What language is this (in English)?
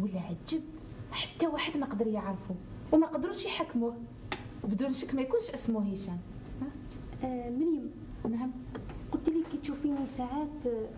Algerian Arabic